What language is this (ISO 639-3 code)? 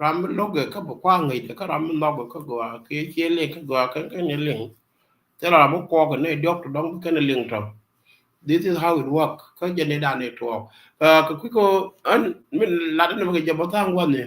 nus